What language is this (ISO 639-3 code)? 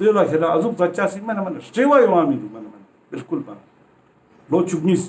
lbj